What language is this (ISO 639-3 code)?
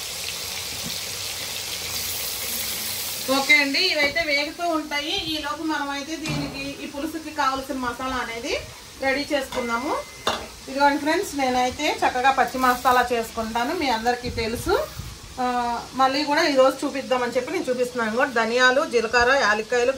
tel